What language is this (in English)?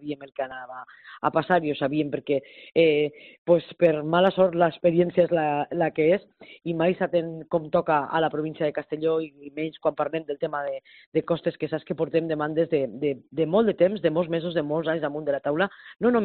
Catalan